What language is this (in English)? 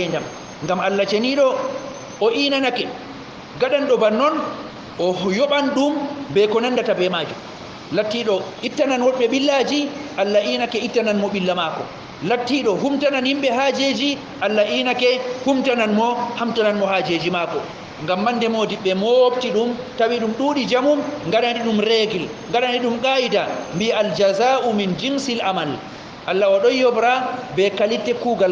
Fula